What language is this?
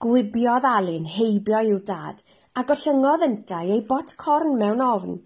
Welsh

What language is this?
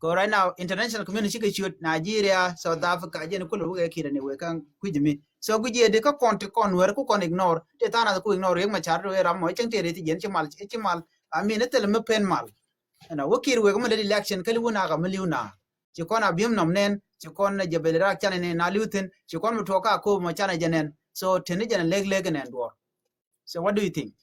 Nuer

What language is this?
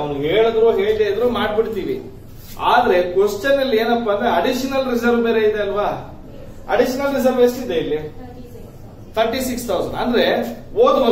Kannada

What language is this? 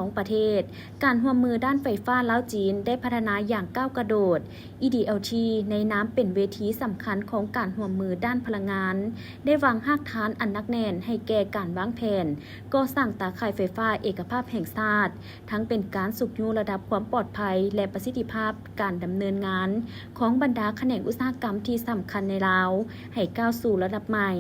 Lao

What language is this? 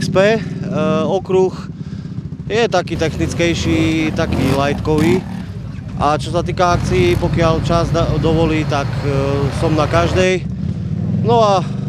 Slovak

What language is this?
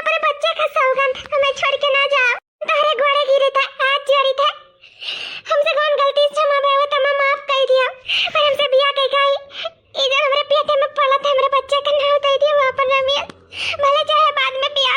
Awadhi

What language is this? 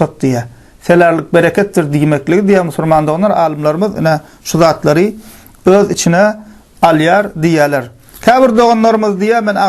Turkmen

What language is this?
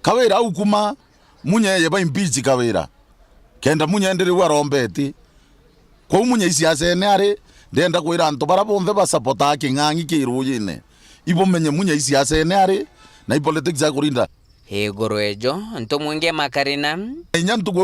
Meru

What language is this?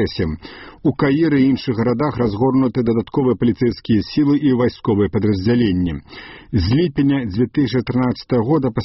Belarusian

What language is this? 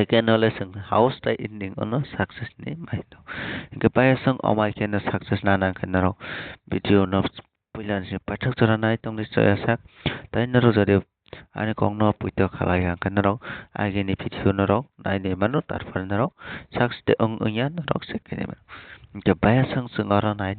Kok Borok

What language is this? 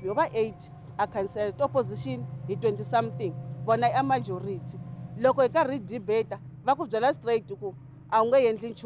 Tsonga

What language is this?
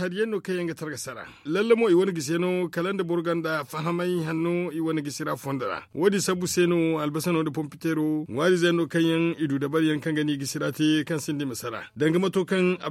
Zarma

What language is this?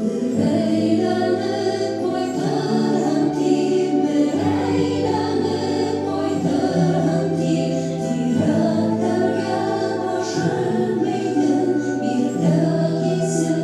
Bashkir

